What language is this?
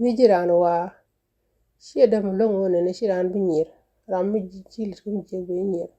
Nuer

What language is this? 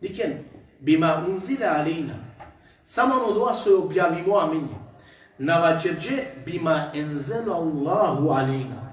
Balkan Romani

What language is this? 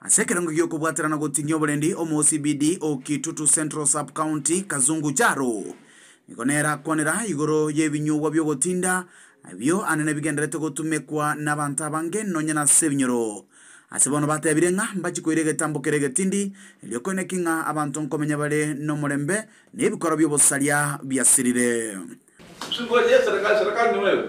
Gusii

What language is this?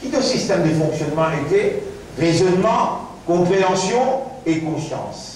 Morisyen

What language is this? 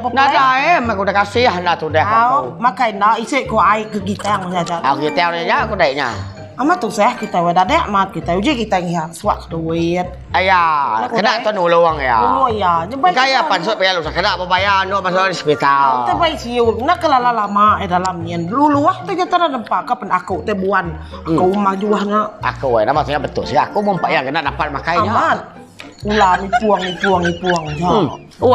Iban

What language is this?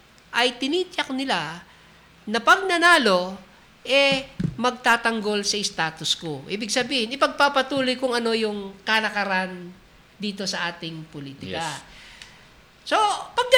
Filipino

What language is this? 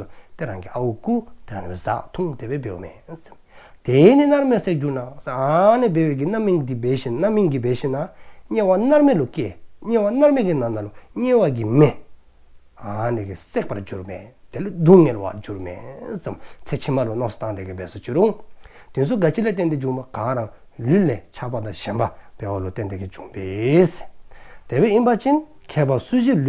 Dzongkha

